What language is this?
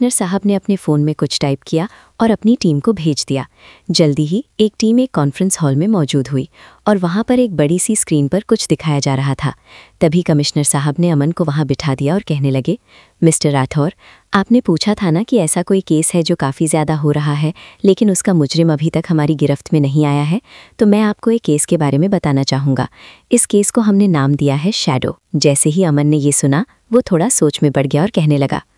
Hindi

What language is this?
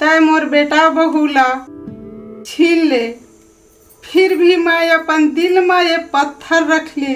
Chhattisgarhi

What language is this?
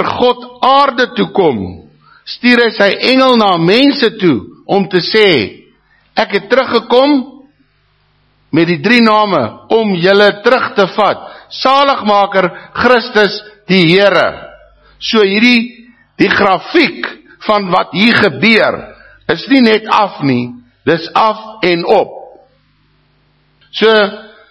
Afrikaans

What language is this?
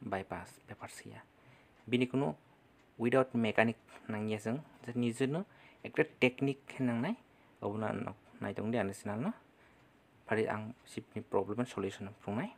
Kok Borok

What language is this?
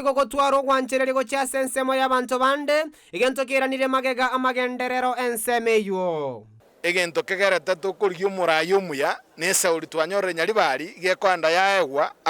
Gusii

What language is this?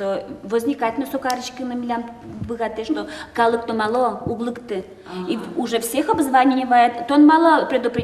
Udmurt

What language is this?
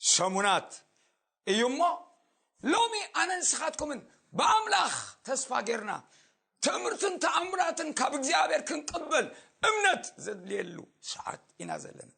Tigrinya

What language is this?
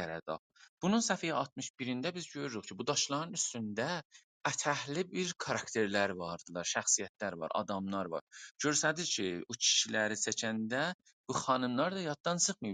South Azerbaijani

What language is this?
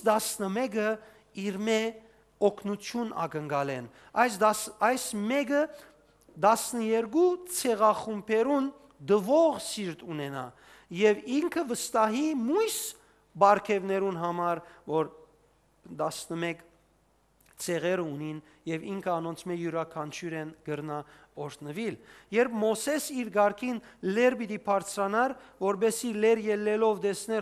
Western Armenian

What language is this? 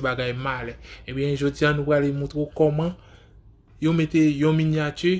Haitian Creole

